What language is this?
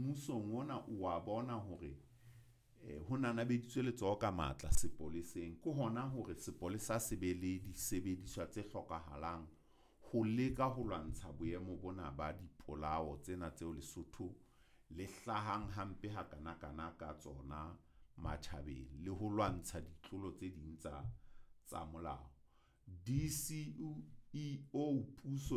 Southern Sotho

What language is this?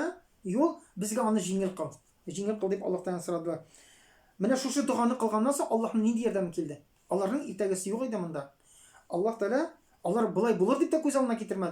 Tatar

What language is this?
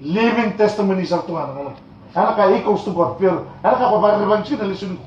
Fijian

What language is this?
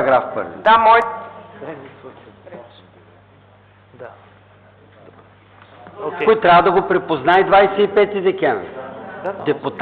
Bulgarian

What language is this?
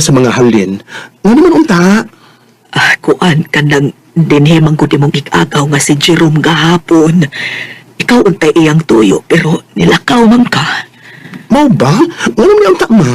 Cebuano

